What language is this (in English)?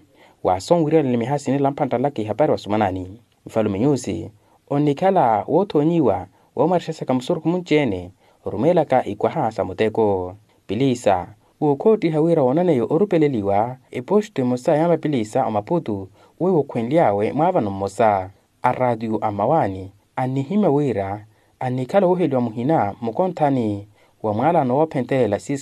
Makhuwa